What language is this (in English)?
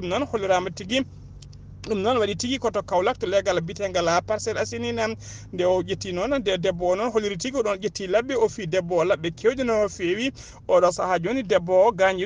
Fula